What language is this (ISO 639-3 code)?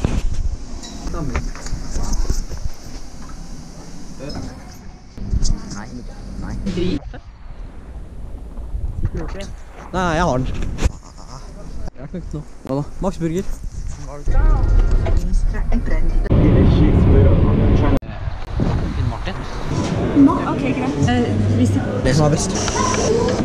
nor